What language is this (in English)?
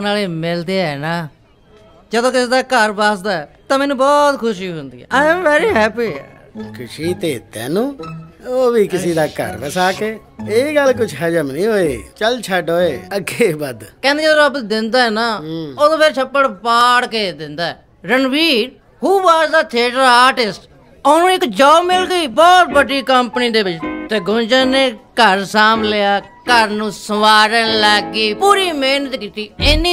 Punjabi